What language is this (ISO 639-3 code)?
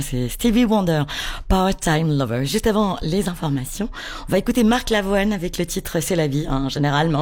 fra